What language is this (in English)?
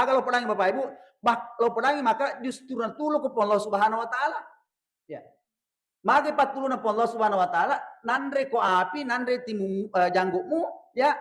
Buginese